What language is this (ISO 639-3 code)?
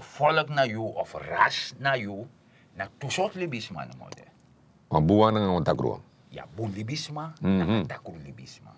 srn